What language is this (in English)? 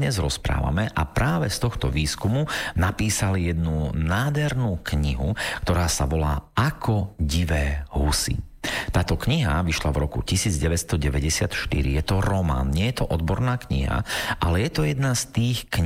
Slovak